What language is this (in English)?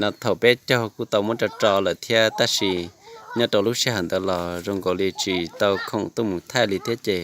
Hmong